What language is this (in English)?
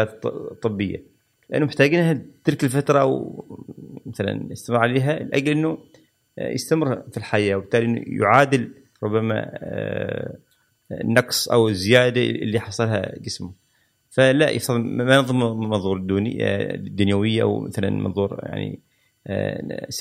Gulf Arabic